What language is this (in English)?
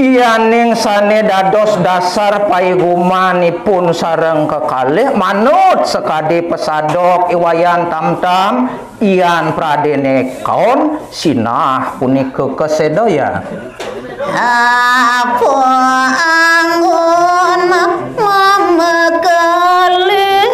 Balinese